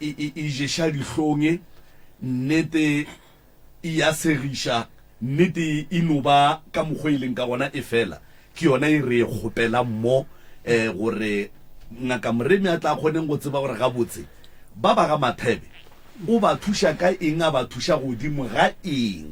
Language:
Northern Sotho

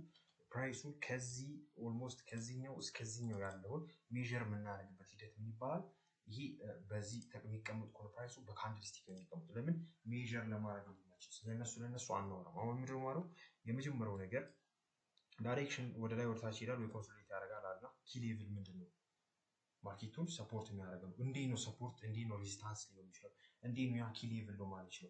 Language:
Amharic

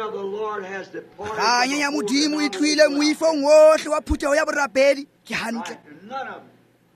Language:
Tswana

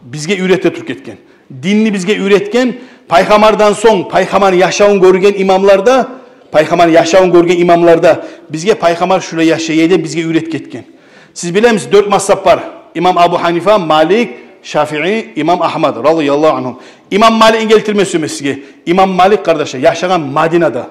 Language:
Kumyk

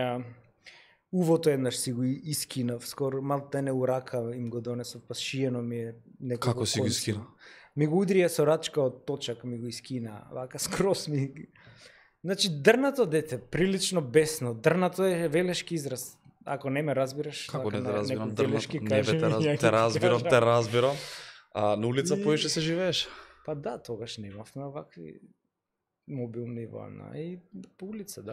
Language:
Macedonian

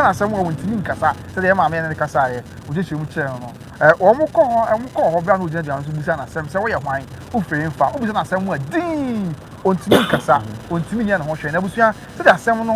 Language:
Akan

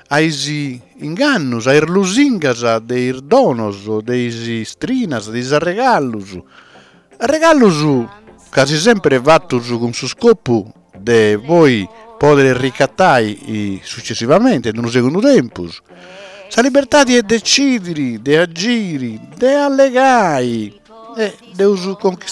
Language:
Sardinian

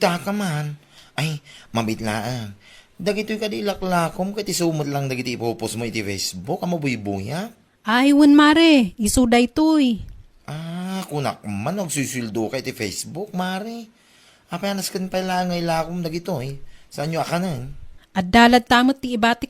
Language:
Iloko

